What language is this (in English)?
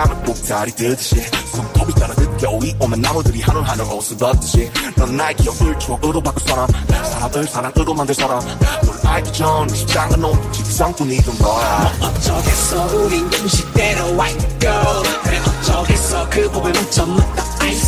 Korean